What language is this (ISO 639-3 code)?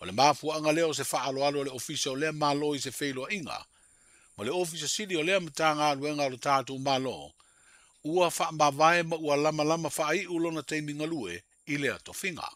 smo